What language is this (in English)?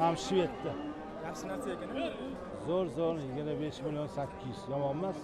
Uzbek